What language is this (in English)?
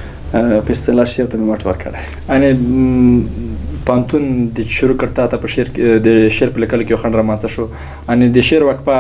Pashto